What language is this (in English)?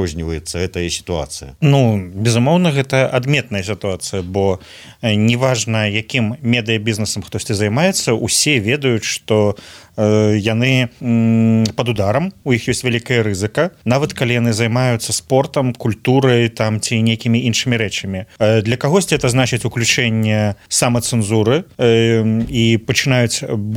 Belarusian